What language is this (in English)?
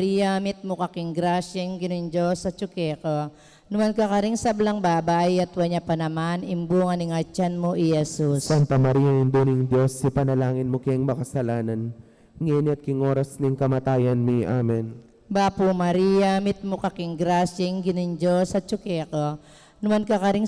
Pampanga